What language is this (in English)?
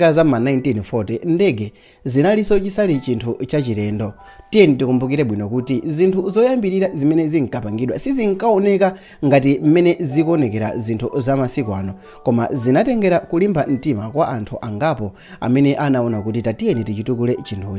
Nyanja